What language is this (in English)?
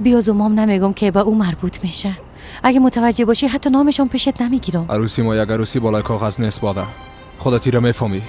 Persian